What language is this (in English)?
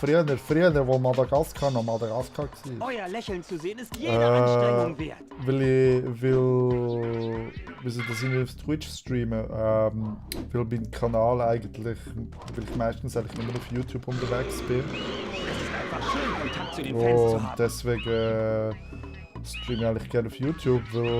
Swiss German